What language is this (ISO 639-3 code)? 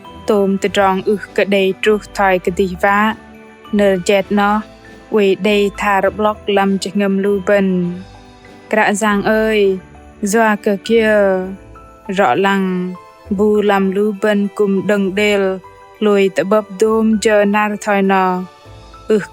bdq